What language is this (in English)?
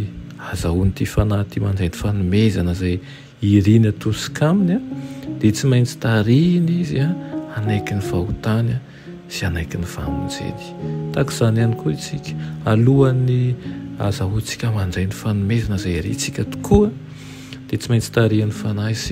Malagasy